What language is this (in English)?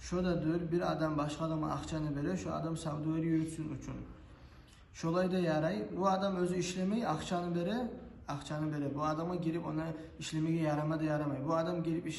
Kumyk